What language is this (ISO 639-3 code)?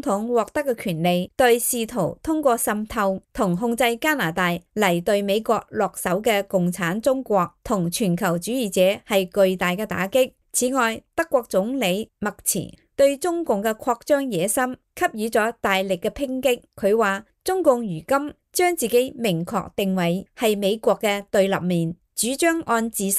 yue